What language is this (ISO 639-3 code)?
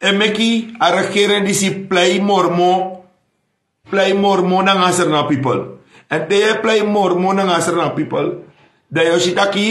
srn